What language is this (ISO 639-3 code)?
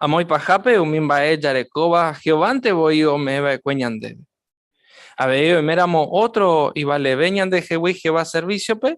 grn